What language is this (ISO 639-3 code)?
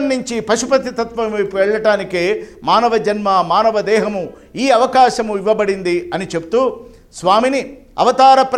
tel